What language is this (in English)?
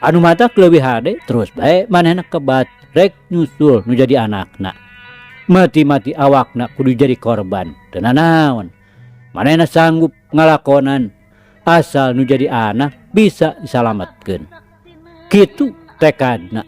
Sundanese